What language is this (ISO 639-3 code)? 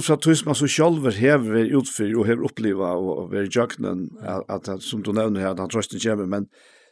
fao